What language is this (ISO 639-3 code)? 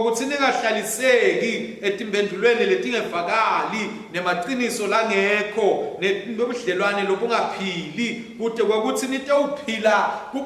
ssw